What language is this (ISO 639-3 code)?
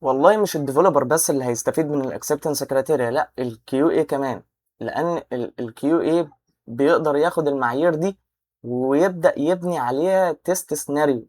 arz